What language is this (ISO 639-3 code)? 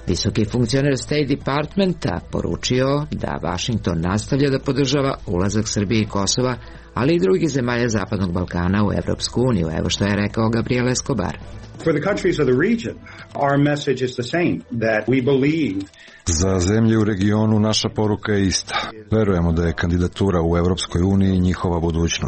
srp